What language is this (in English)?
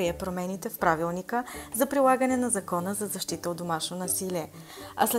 Bulgarian